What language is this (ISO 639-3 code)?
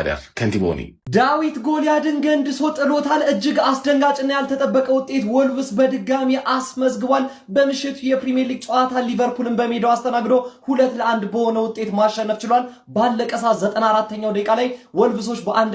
amh